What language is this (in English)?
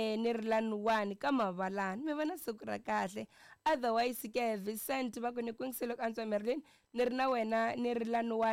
Tsonga